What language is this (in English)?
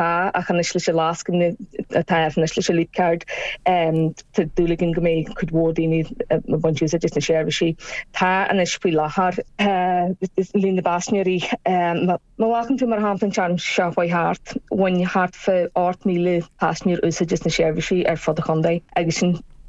Irish